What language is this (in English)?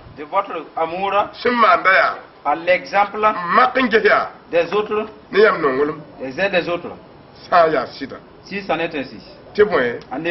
Mossi